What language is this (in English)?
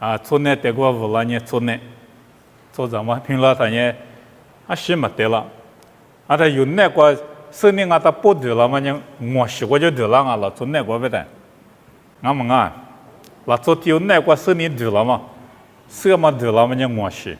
Lisu